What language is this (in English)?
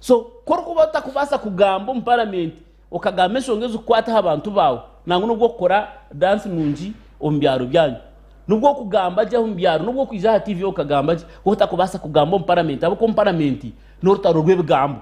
Nyankole